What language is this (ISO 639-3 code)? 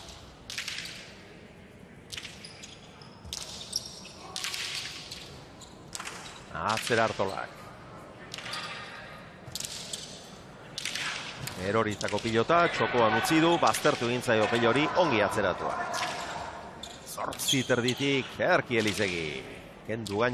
eus